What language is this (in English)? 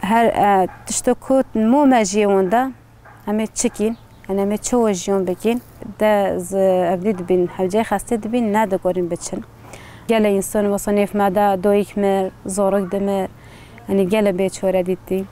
Kurdish